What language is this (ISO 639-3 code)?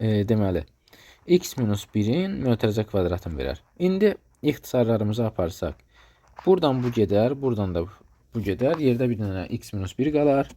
aze